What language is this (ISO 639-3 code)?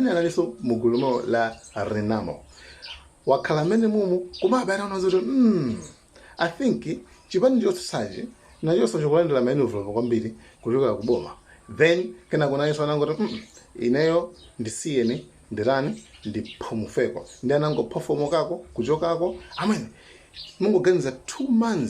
nya